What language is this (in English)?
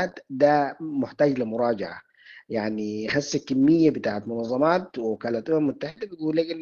Sudanese Arabic